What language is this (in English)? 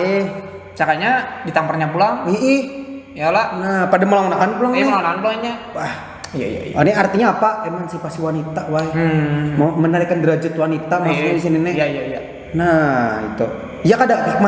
Banjar